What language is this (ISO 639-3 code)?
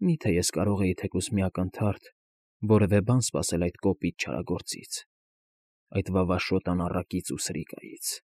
hye